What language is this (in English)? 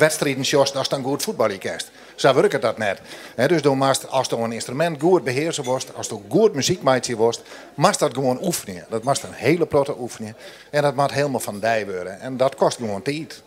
Western Frisian